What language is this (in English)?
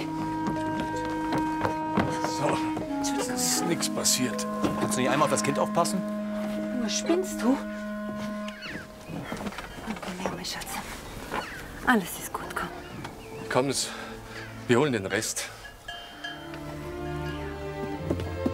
German